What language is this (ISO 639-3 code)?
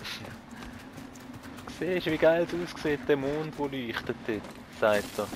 gsw